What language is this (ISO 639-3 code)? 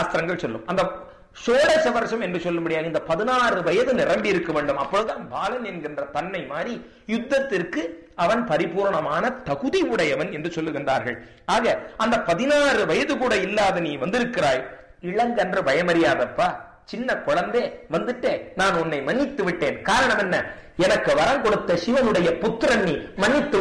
tam